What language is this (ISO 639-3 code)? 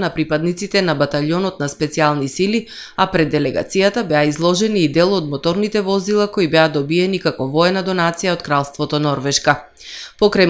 mkd